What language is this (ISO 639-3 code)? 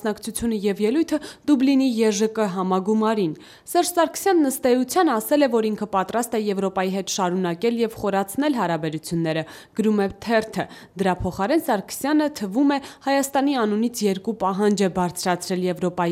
hye